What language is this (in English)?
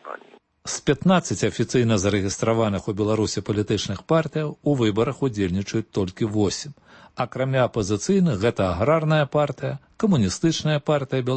Belarusian